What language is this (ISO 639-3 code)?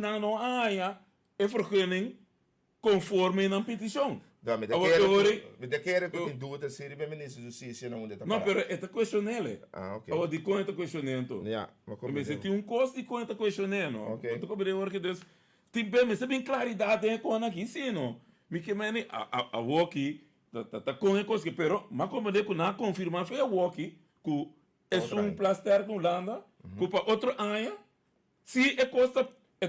pap